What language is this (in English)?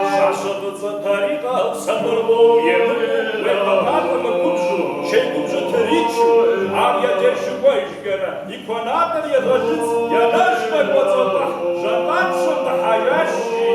Kabardian